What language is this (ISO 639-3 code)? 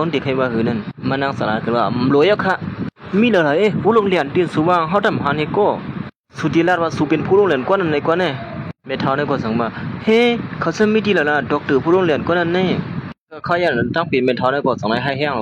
shn